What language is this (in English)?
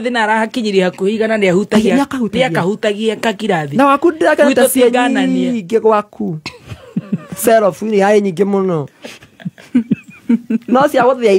Kikuyu